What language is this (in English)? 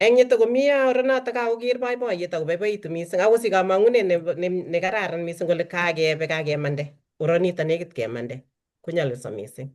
Kalenjin